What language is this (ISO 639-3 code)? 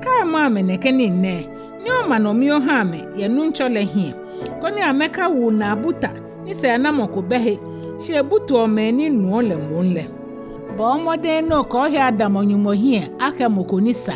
gaa